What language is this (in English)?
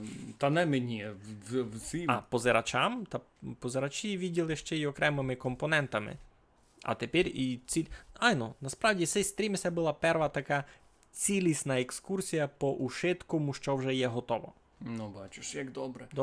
Rusyn